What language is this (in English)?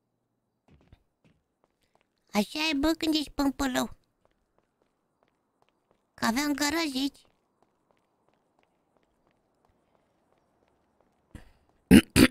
Romanian